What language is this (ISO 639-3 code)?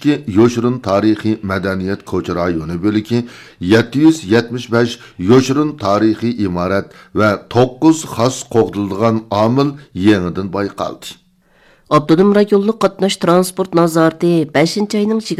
uig